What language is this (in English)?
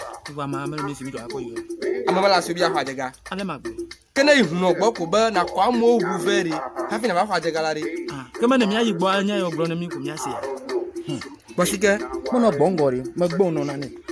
Ewe